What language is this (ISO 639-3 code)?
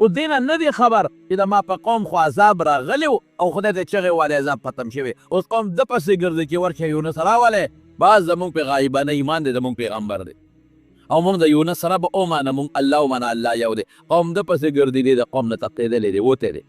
pus